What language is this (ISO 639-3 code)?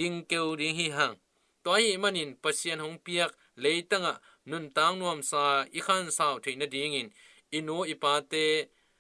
ctd